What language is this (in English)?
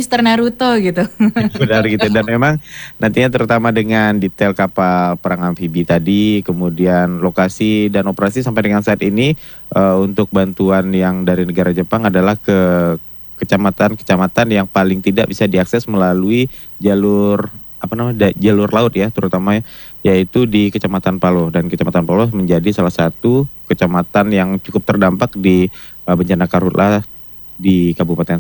Indonesian